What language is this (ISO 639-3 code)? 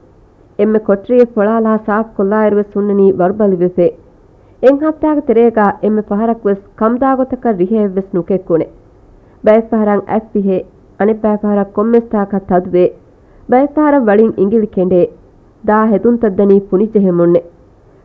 div